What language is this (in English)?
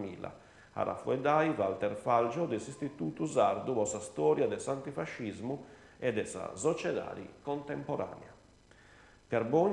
Sardinian